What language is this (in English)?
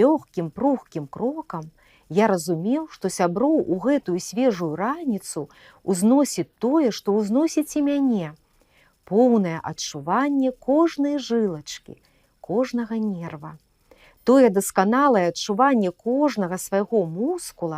Belarusian